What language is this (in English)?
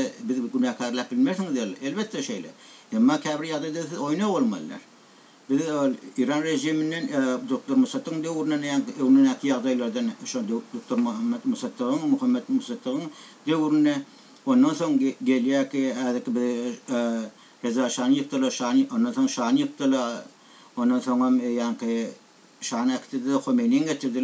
Turkmen